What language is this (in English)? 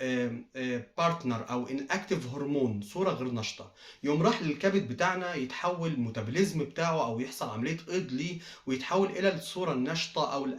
Egyptian Arabic